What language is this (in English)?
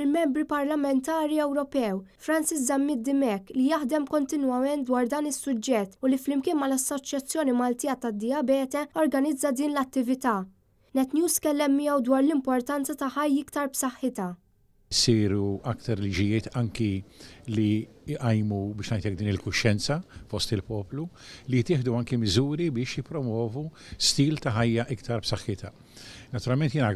Maltese